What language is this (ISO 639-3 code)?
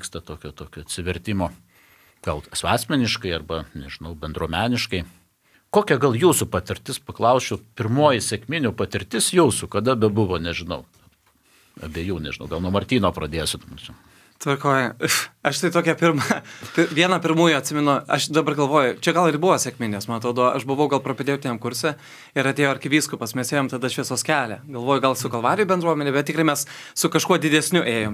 lit